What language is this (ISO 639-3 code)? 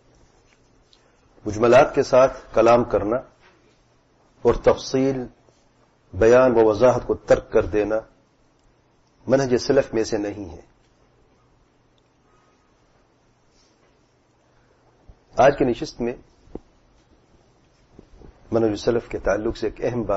urd